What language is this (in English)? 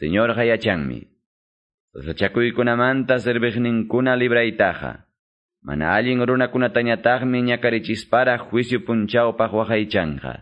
Quechua